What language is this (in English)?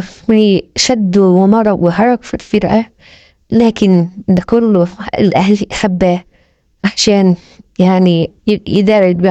Egyptian Arabic